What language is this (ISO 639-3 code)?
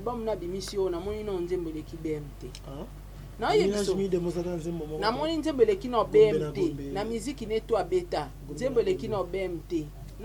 lin